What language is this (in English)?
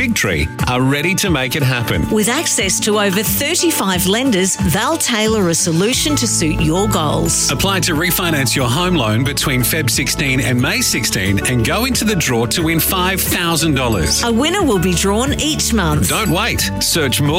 English